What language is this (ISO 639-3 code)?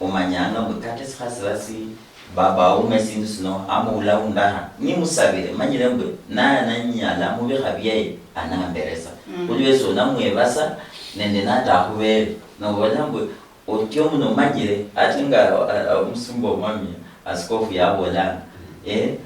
luy